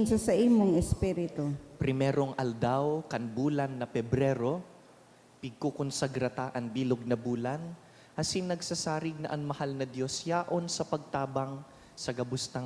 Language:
Bikol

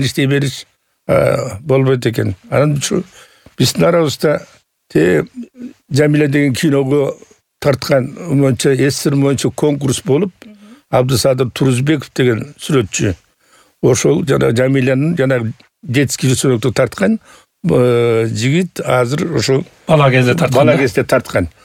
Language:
Kyrgyz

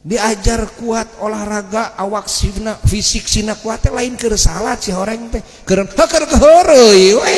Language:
Sundanese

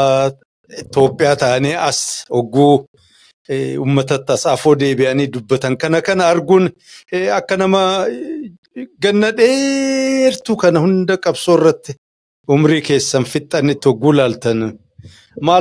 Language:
Oromo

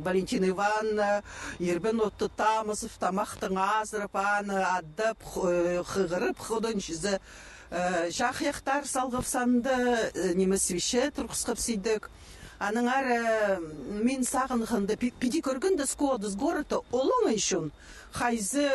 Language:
Khakas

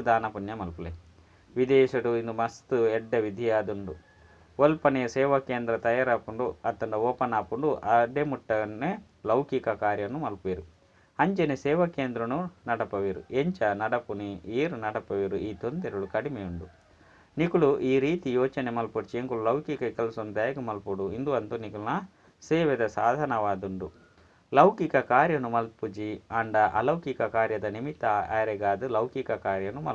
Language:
Tulu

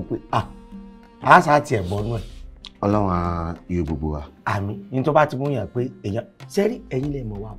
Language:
Yoruba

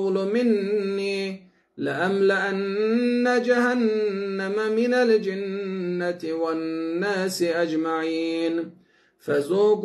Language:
Arabic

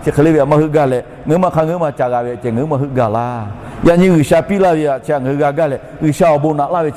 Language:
Lahu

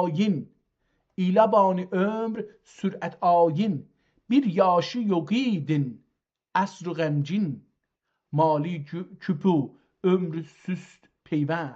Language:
South Azerbaijani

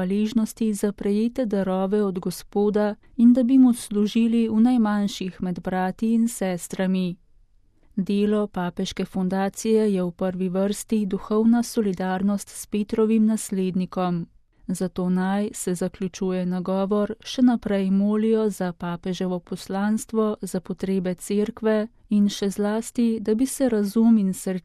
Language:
Slovenian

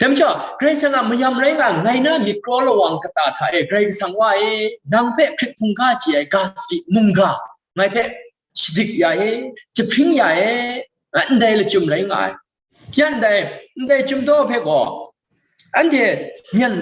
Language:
Kachin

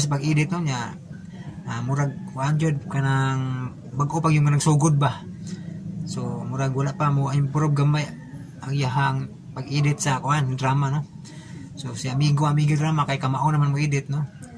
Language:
Cebuano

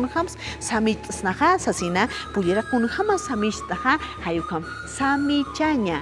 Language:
Aymara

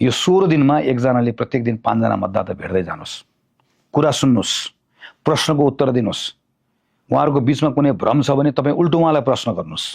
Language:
Nepali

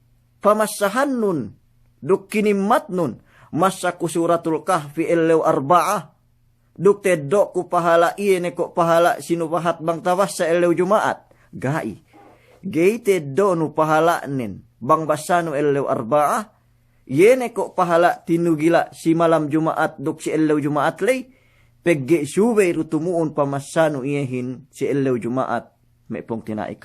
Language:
Yakan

